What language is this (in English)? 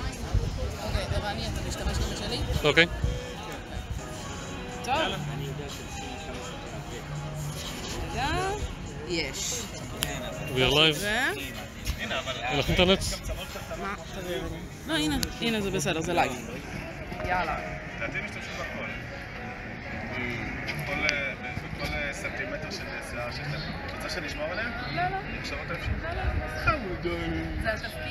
Hebrew